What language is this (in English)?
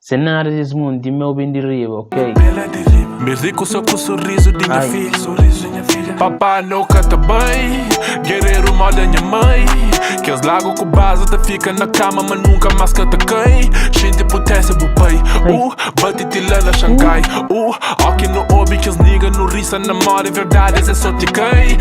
Kabuverdianu